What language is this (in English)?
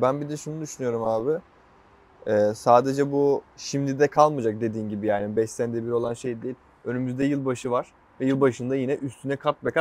Turkish